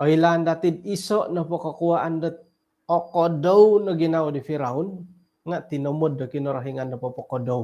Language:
Central Dusun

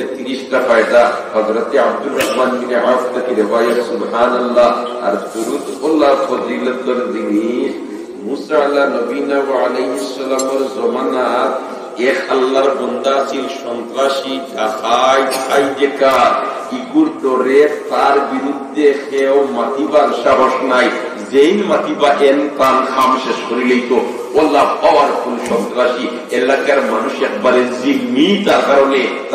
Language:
Sylheti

